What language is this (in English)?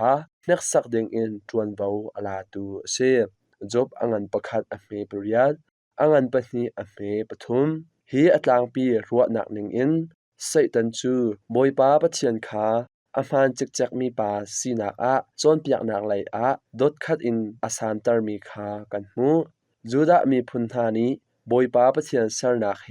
Hakha Chin